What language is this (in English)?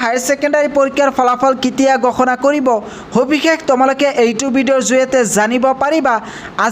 Assamese